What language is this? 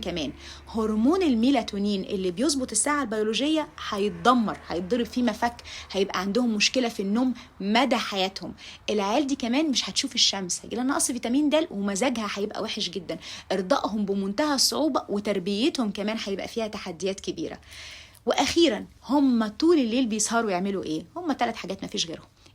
Egyptian Arabic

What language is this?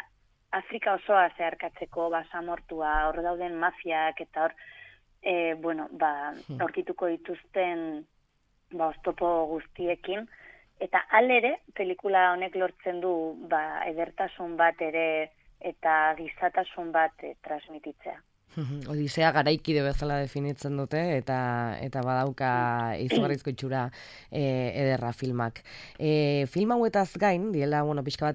Basque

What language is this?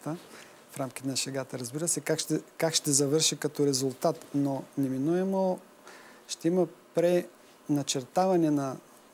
Bulgarian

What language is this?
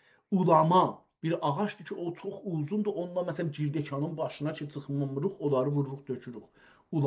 South Azerbaijani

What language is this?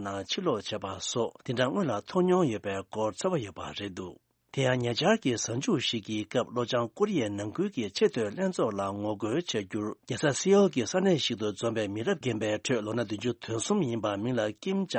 Tibetan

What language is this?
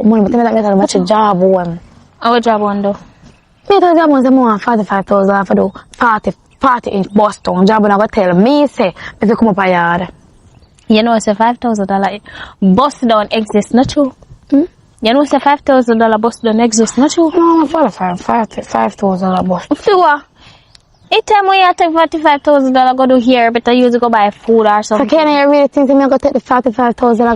Jamaican Creole English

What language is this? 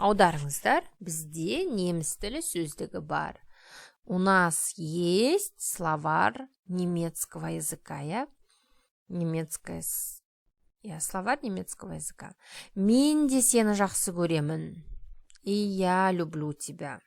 Kazakh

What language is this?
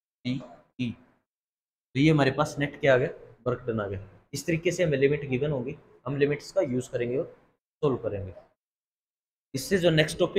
Hindi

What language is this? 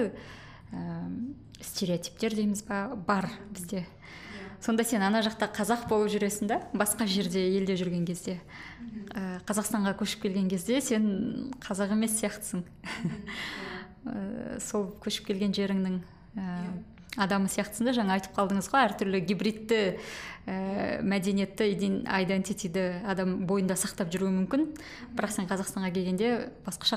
Kazakh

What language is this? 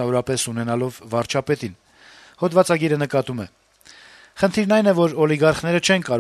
Armenian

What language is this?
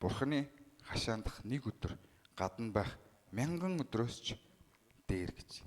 Mongolian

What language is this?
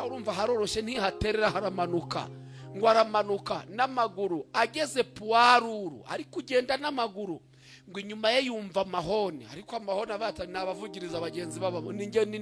Kinyarwanda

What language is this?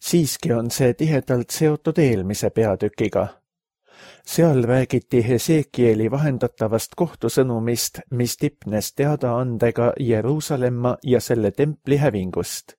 Estonian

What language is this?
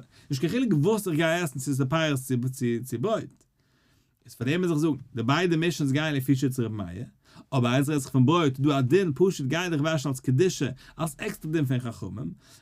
Yiddish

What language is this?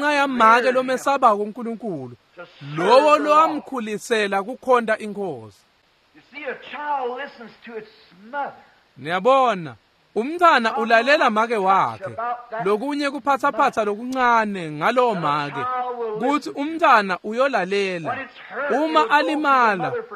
Swati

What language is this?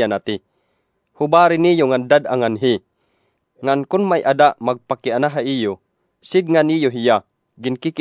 Waray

